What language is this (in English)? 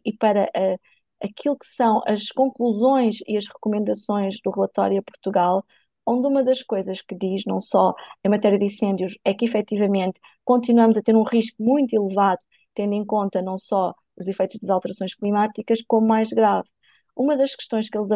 Portuguese